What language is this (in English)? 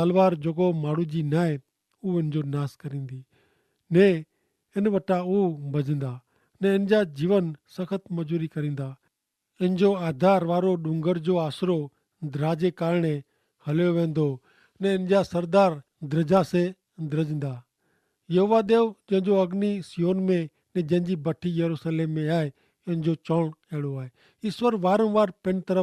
Kachhi